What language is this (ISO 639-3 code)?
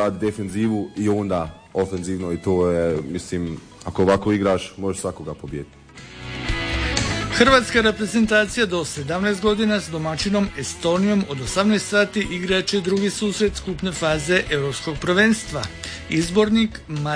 hrv